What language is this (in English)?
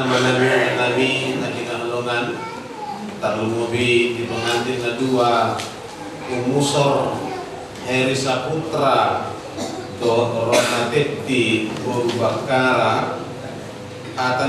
Batak Toba